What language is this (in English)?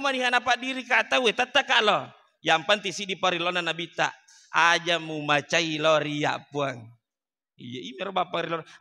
Buginese